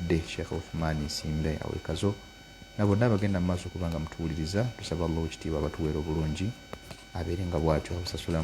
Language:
Ganda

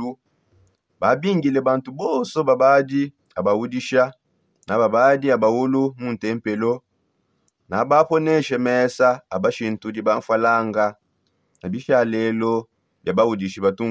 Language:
Songe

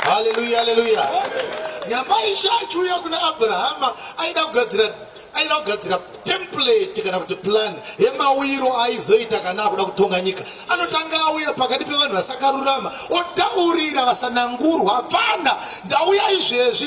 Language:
Shona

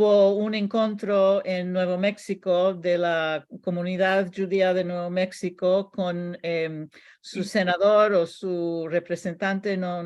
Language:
Ladino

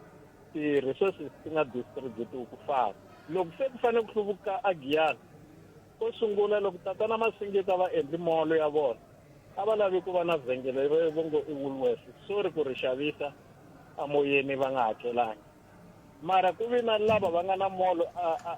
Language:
Tsonga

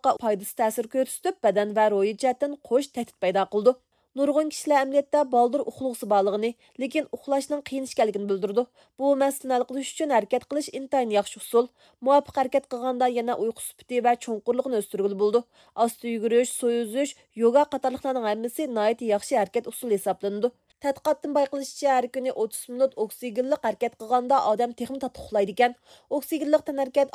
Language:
Uyghur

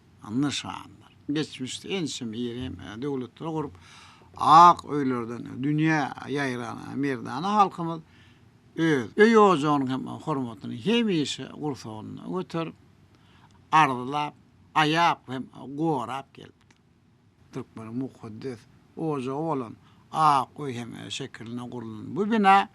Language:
Turkmen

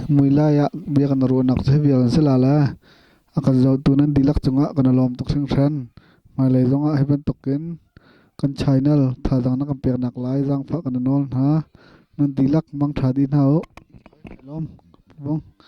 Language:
Hakha Chin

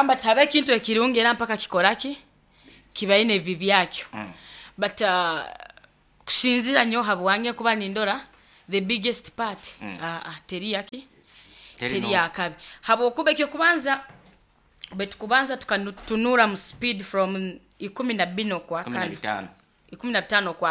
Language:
Nyoro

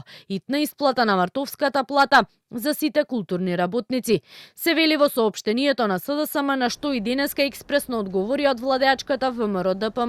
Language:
Macedonian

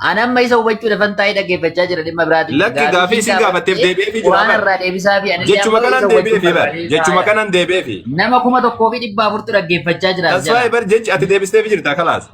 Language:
Oromo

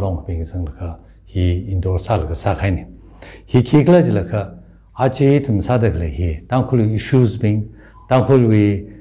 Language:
Tangkhul Naga (India)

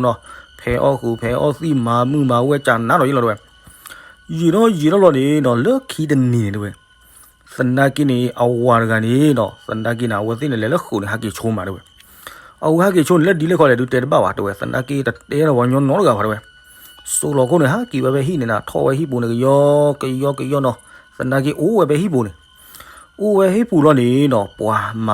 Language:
S'gaw Karen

